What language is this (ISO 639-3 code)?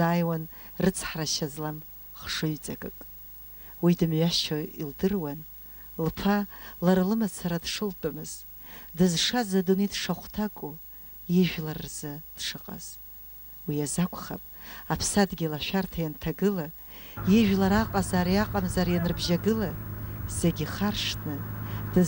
abk